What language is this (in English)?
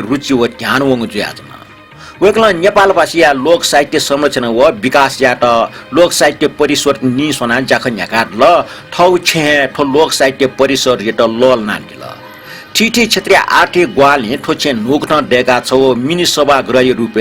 Newari